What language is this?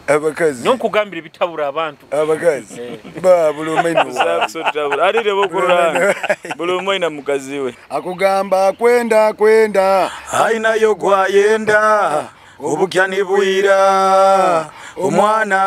Nyoro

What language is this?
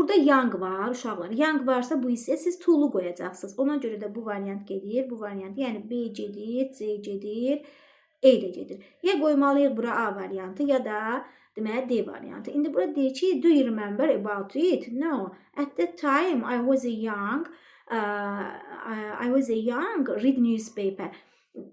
Azerbaijani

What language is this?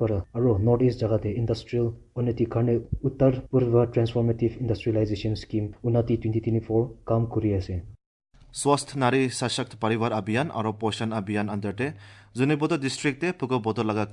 Assamese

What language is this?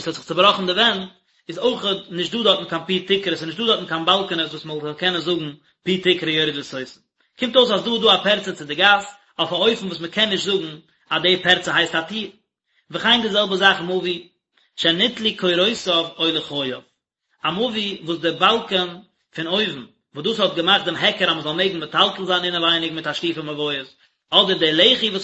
Yiddish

